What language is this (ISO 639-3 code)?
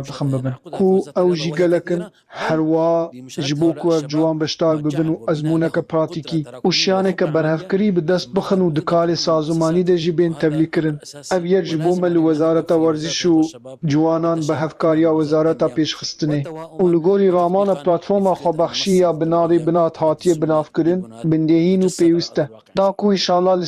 kur